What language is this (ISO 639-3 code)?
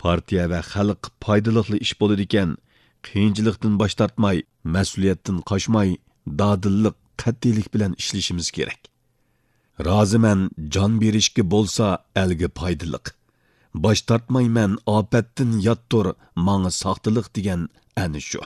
uig